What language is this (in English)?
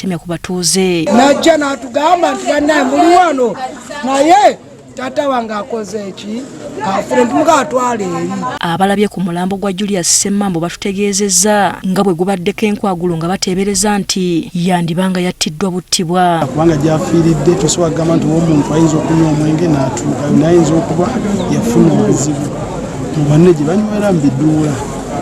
Ganda